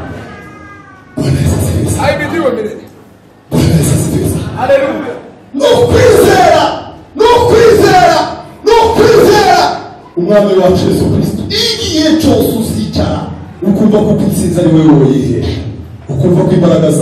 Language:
Kinyarwanda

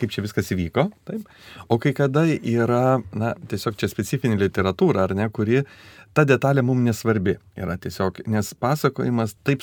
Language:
Lithuanian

